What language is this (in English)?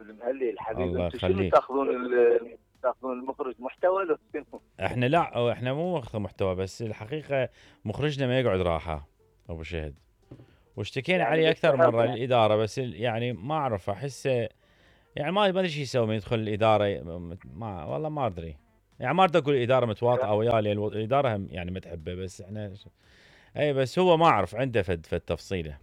Mesopotamian Arabic